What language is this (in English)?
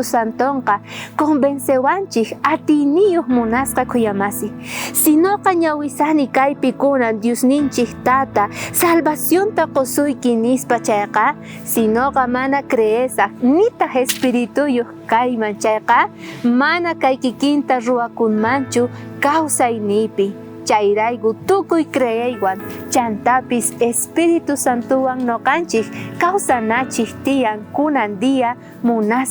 South Bolivian Quechua